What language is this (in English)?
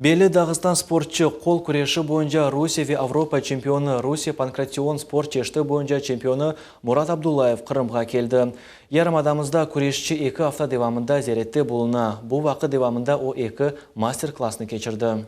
Crimean Tatar